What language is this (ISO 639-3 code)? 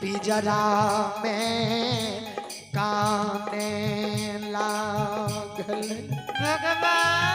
mai